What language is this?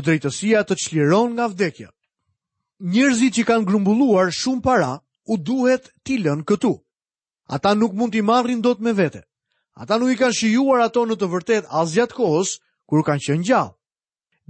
Albanian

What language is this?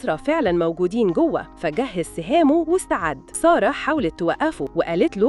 Egyptian Arabic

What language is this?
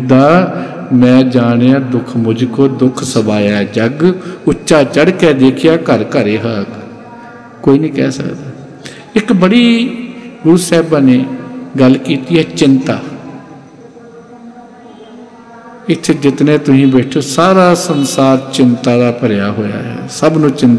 Punjabi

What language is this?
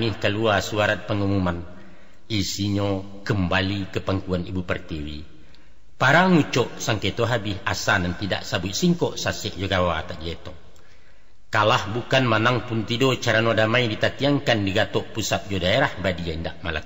Minangkabau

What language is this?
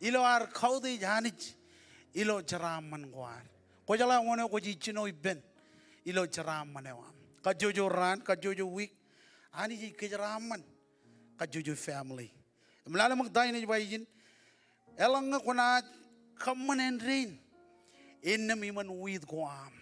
Marshallese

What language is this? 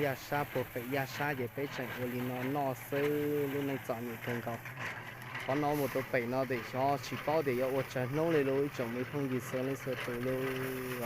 Hmong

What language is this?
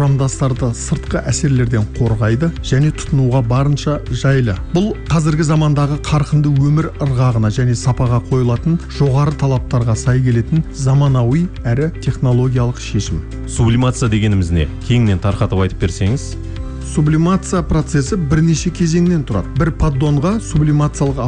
Kazakh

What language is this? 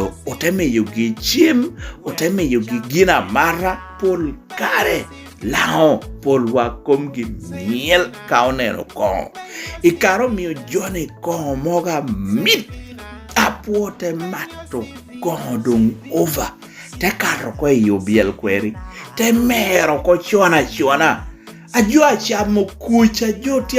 Lango (Uganda)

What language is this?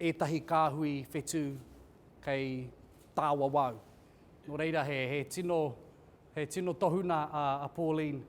Māori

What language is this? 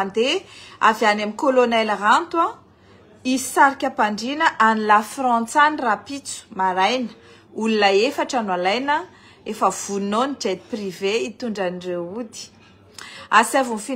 Malagasy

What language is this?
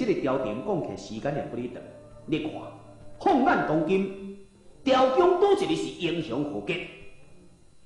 Min Nan Chinese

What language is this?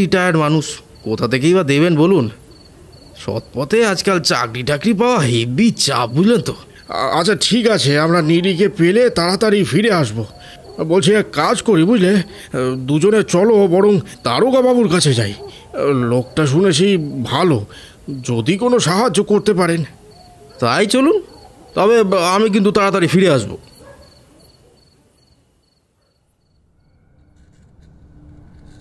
Bangla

